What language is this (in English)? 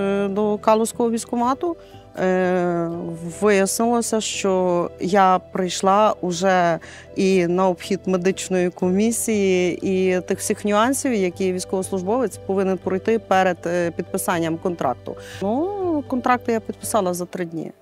Ukrainian